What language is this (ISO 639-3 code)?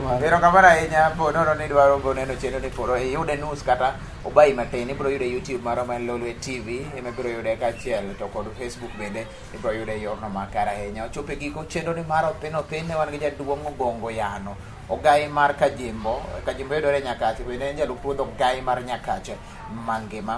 luo